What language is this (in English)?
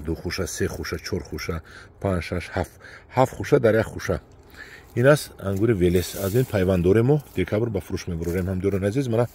Tajik